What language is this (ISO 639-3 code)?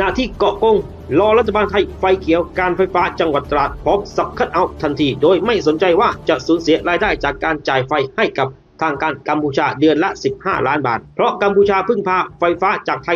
lao